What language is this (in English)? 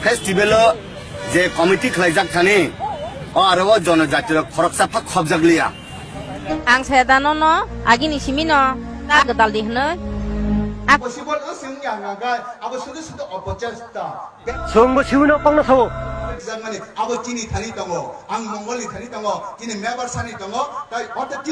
Kok Borok